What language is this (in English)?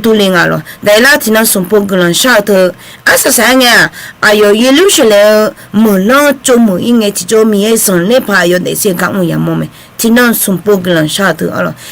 Akha